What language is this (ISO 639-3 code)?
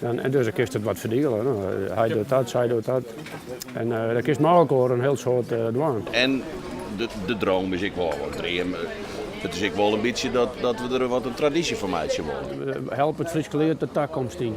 fry